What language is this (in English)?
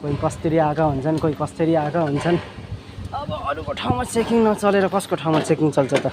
Nepali